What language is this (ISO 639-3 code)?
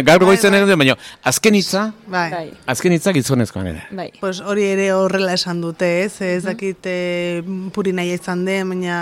eus